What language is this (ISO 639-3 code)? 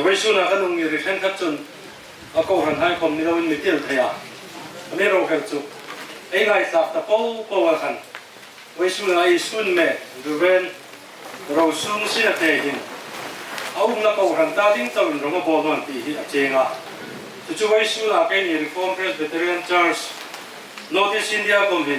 hmr